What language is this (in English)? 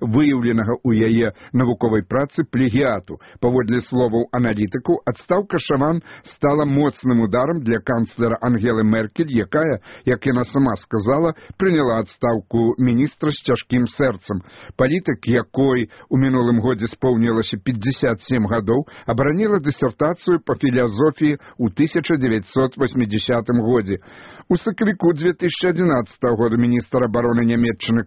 Belarusian